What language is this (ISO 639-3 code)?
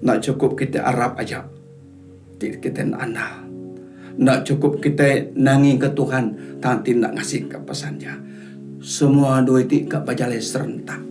iba